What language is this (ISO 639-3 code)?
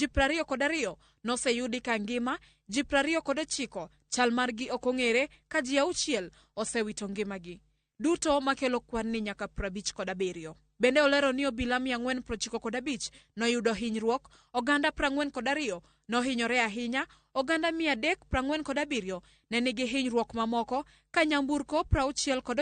luo